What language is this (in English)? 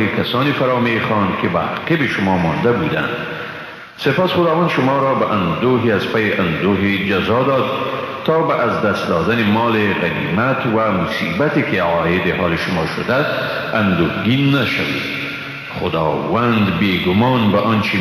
Persian